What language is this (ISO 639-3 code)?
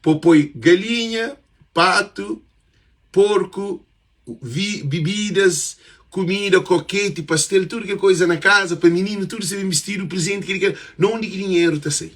kea